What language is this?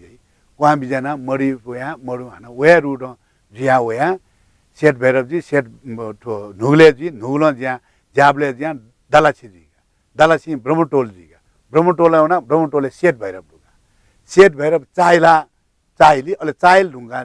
Newari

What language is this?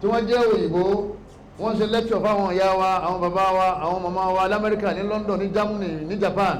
Yoruba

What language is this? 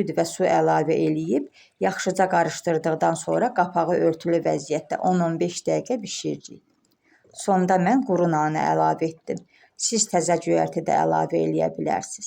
Azerbaijani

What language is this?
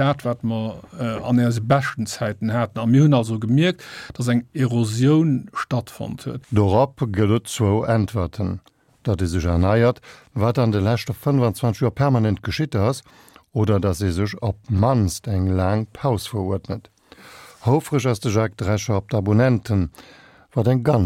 Luxembourgish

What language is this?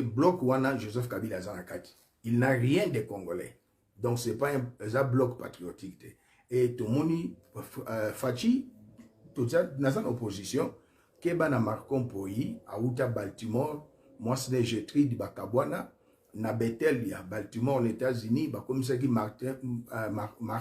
Lingala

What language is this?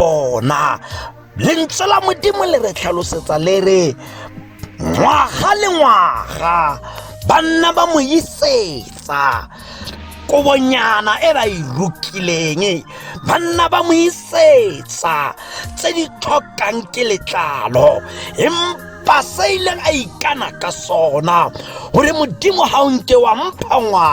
Tswana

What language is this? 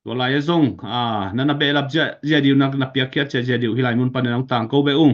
Tedim Chin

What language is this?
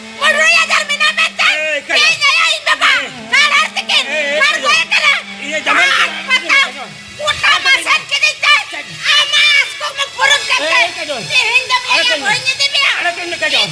Santali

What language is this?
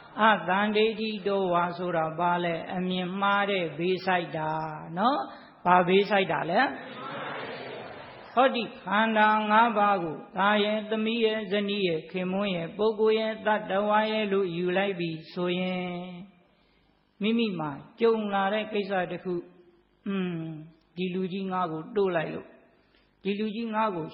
Burmese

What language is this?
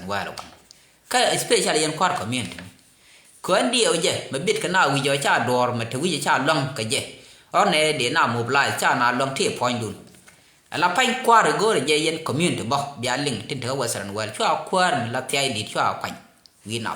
Nuer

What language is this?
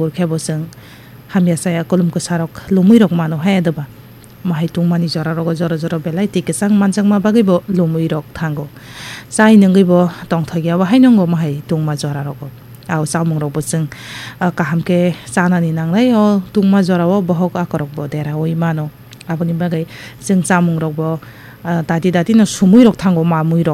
Kok Borok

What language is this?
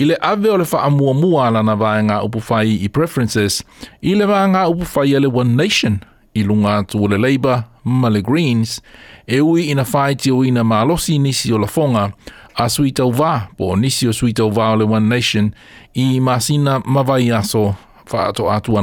Samoan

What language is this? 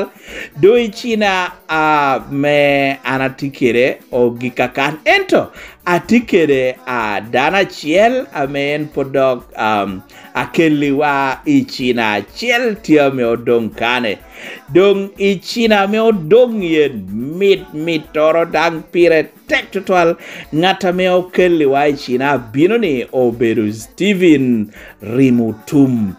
Lango (Uganda)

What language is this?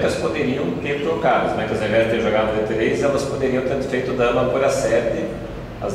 Portuguese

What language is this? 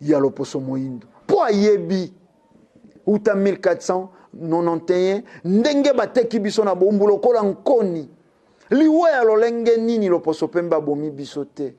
Lingala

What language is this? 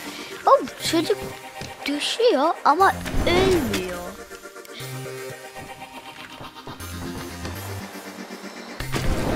Turkish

